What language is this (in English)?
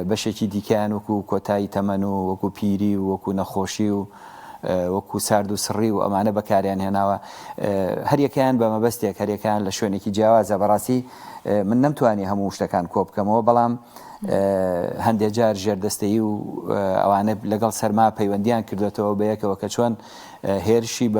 Central Kurdish